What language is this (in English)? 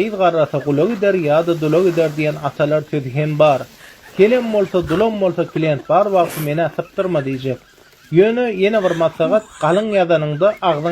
Turkmen